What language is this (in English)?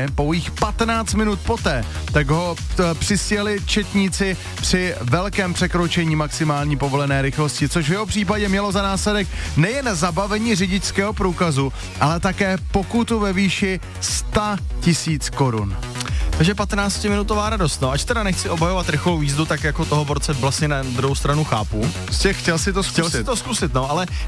Czech